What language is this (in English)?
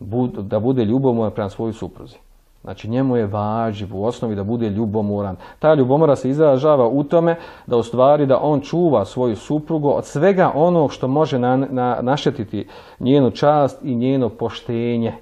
Bosnian